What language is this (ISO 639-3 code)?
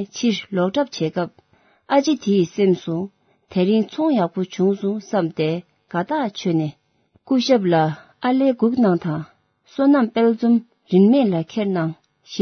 bod